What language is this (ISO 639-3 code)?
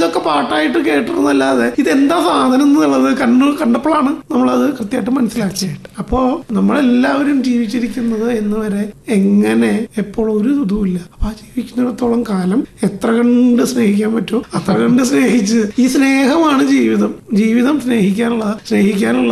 mal